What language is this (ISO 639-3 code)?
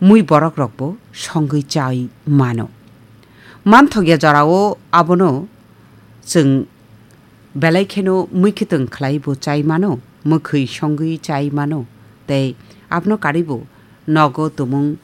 trp